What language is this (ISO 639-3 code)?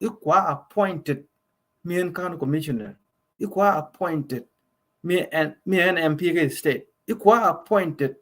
nus